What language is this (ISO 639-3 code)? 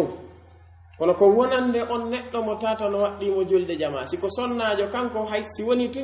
fuf